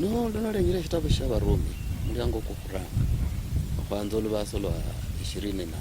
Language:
Luyia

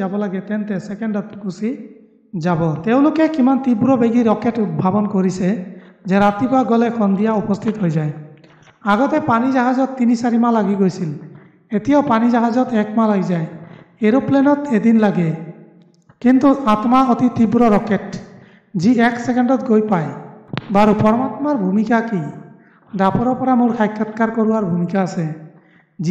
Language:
Assamese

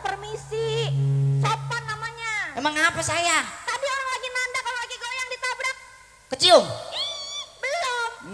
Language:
Betawi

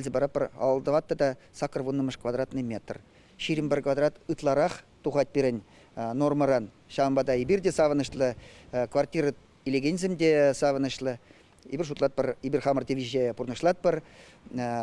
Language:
Chuvash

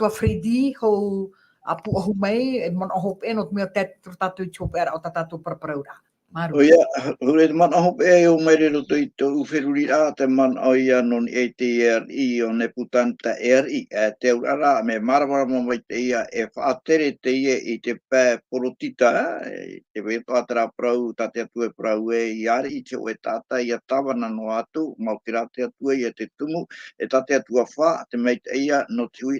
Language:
Tahitian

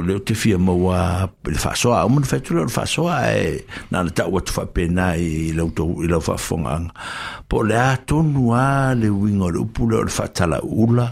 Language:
Samoan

